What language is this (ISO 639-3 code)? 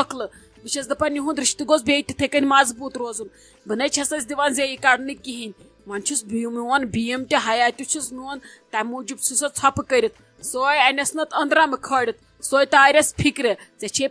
kas